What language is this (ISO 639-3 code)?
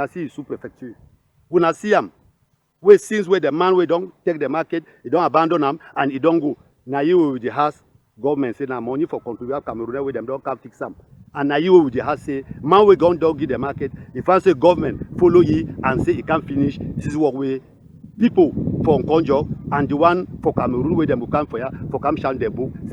wes